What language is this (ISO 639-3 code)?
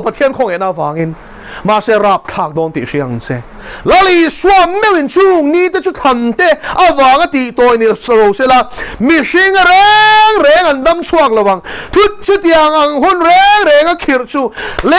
lus